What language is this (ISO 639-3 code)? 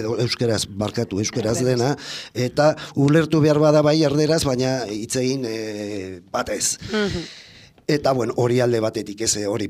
eus